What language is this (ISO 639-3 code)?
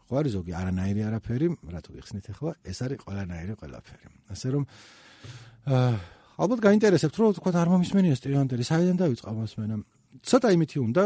kat